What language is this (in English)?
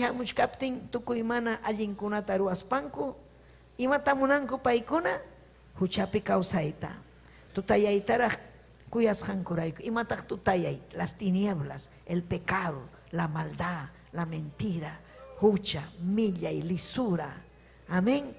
Ayacucho Quechua